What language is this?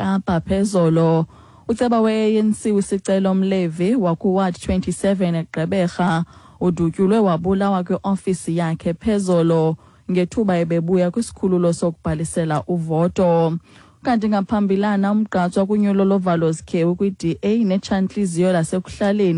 Xhosa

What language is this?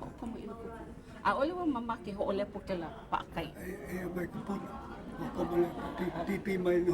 Hawaiian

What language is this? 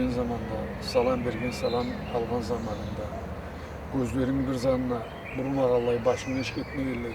Karachay-Balkar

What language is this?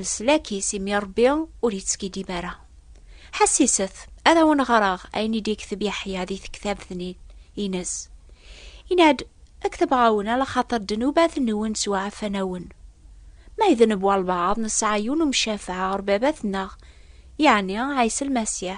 Kabyle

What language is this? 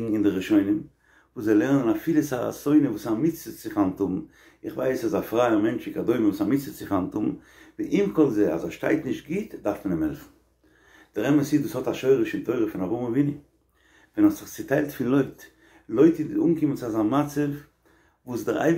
Yiddish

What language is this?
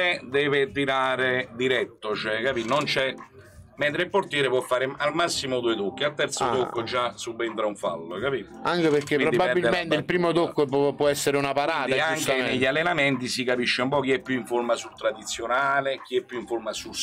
Italian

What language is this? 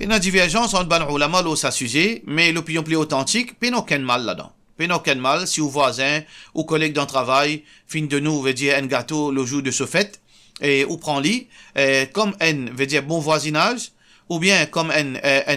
Morisyen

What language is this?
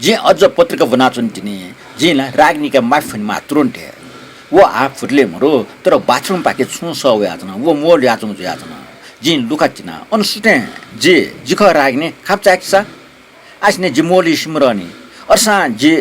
Newari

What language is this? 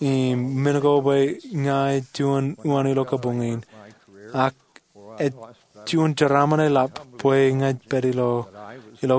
Marshallese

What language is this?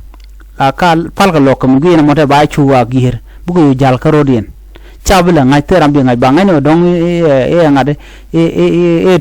Nuer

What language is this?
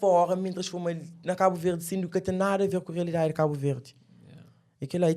Kabuverdianu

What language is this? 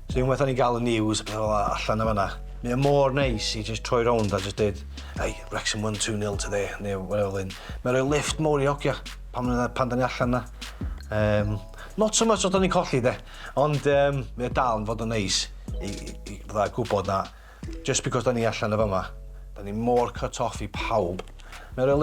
Welsh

